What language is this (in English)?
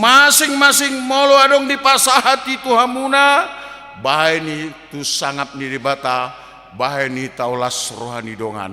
Batak Toba